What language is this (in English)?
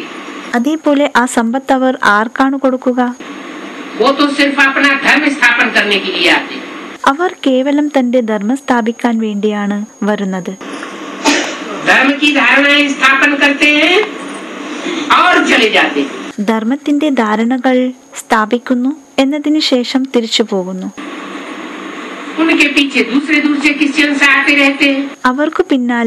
Malayalam